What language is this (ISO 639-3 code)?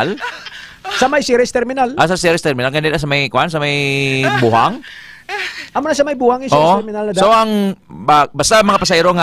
hil